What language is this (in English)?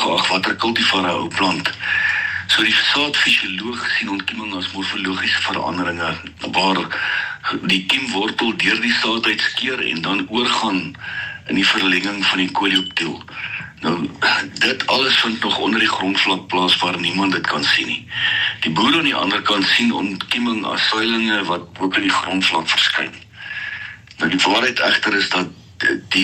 Afrikaans